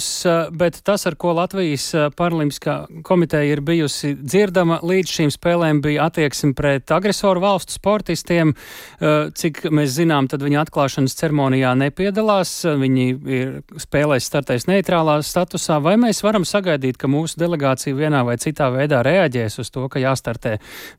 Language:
Latvian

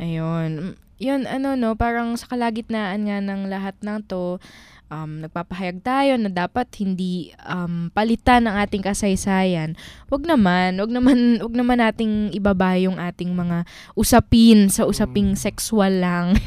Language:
Filipino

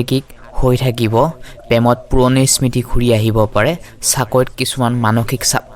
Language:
Assamese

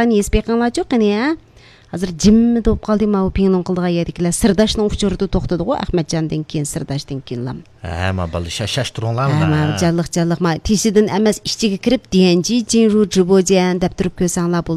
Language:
Uyghur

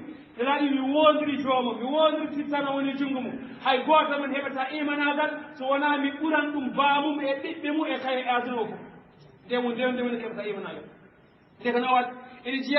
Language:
Fula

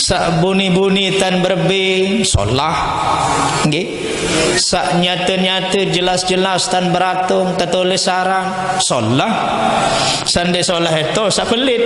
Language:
Sasak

